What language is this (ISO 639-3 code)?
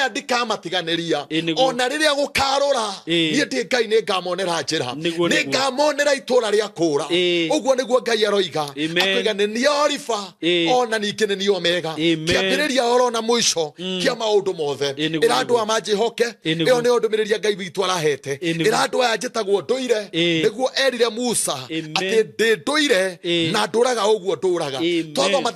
kik